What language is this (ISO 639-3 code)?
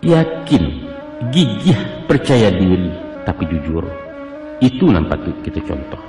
min